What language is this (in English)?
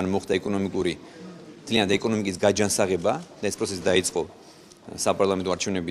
Georgian